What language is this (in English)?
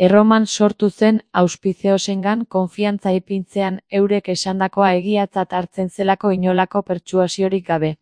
Basque